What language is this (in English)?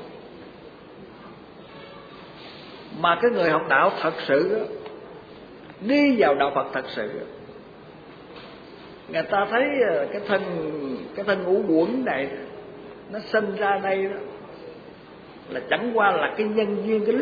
Vietnamese